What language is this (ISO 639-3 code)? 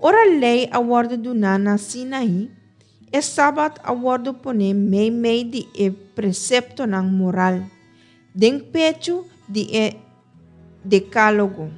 pap